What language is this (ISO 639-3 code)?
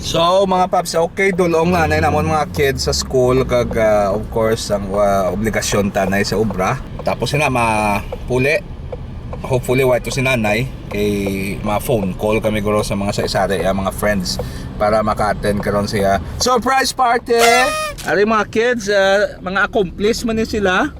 hil